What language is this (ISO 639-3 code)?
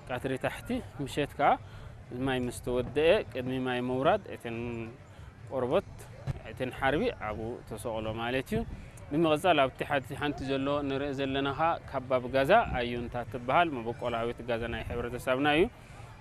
tir